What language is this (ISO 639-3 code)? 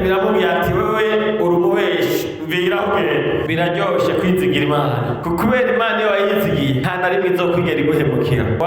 run